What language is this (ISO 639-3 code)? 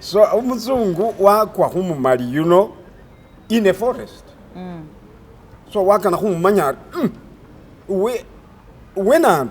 myx